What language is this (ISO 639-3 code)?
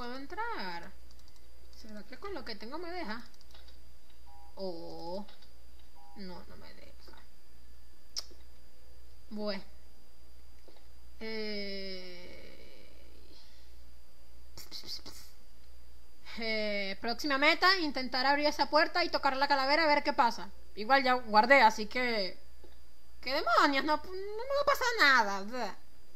spa